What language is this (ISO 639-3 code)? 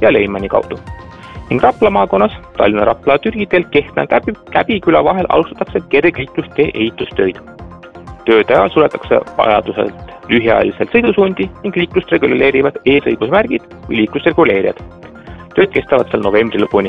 est